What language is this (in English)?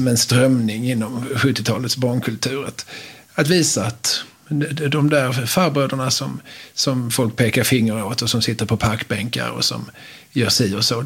Swedish